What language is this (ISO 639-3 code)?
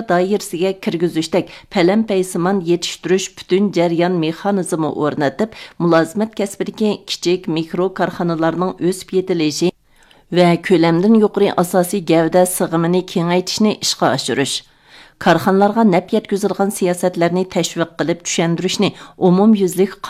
uig